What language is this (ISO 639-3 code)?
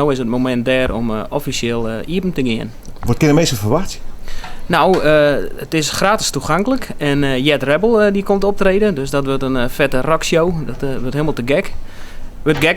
fry